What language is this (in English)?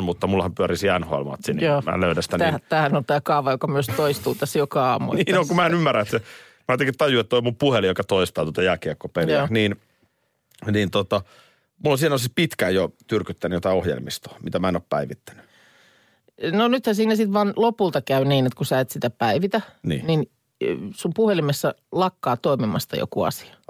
Finnish